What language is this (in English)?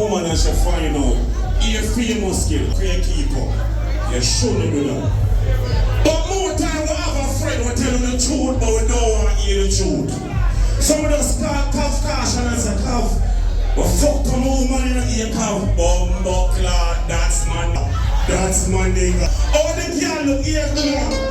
Jamaican Creole English